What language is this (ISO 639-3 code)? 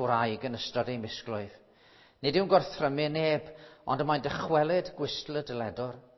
cym